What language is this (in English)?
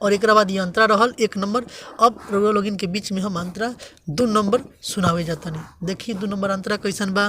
Bhojpuri